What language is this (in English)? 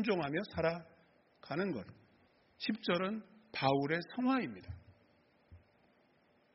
Korean